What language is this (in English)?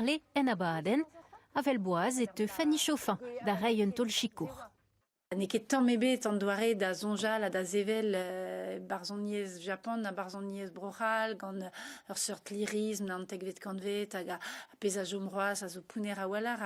Breton